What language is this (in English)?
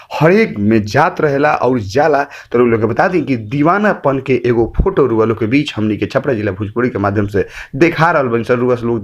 Bhojpuri